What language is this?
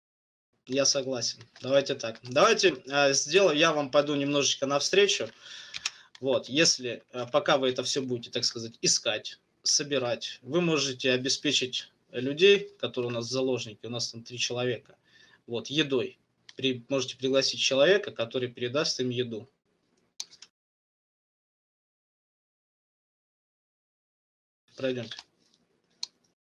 Russian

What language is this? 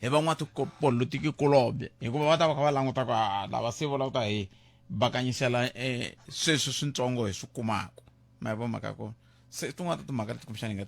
Tsonga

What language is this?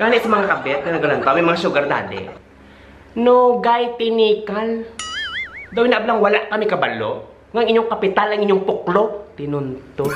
Hiligaynon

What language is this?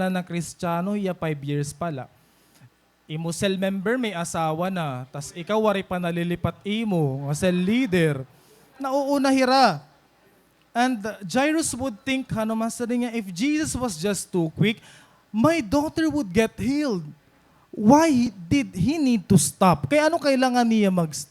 Waray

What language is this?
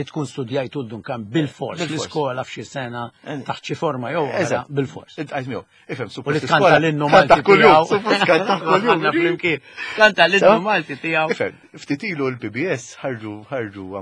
Maltese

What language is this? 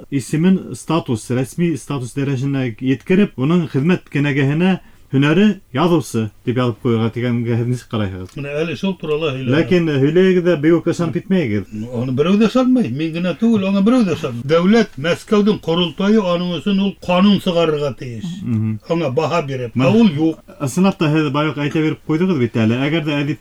Bashkir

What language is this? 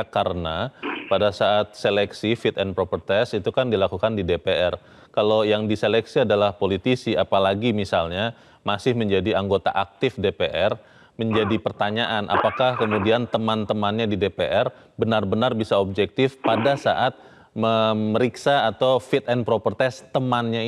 Indonesian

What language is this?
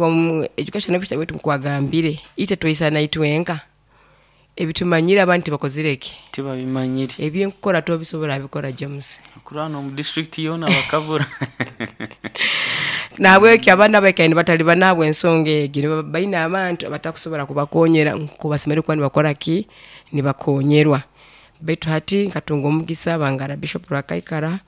Nyoro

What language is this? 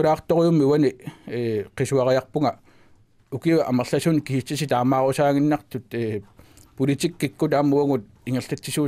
Kalaallisut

